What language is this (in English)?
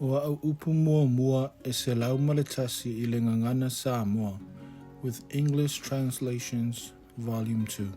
Samoan